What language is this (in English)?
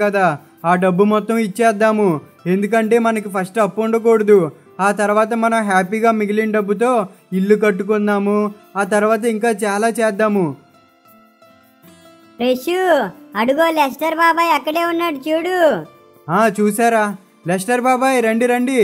Telugu